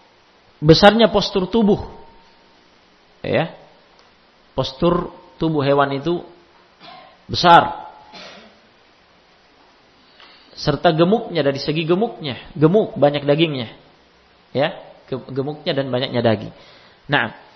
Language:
Indonesian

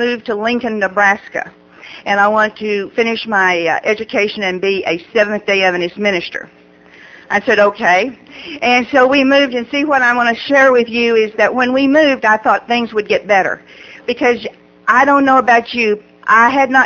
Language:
English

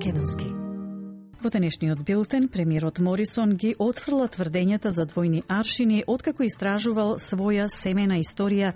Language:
Macedonian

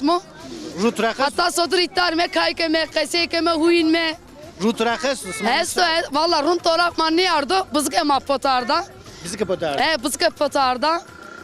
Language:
Zaza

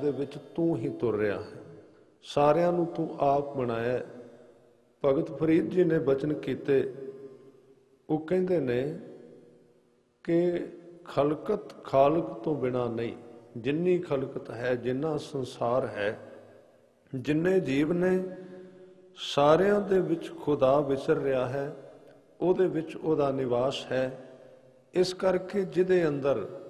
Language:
Punjabi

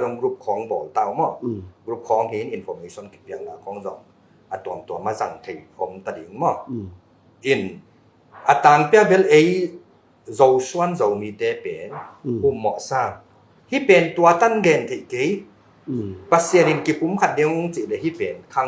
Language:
Tedim Chin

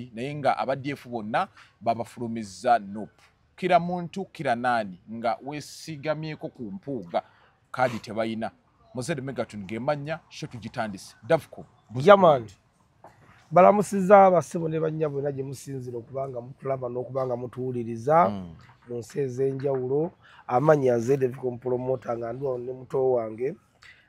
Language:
Ganda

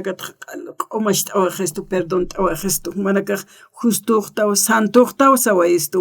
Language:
Aymara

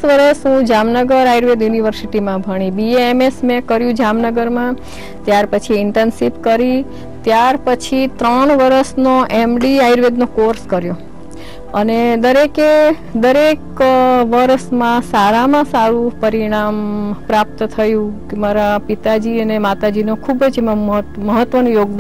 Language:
Gujarati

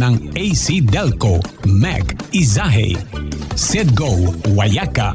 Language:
Papiamento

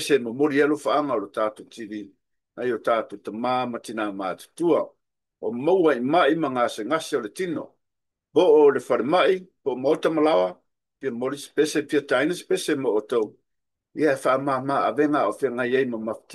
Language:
Samoan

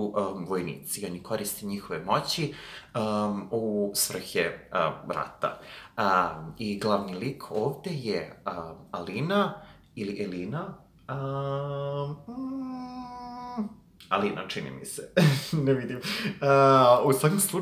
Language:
Serbian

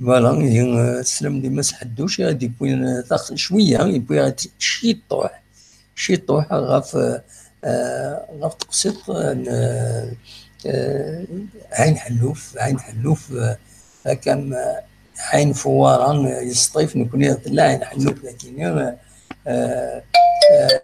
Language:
Kabyle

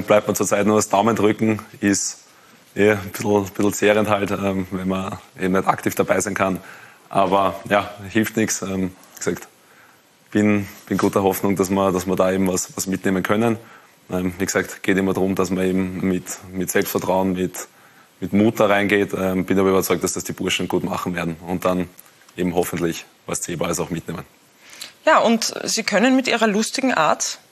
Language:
German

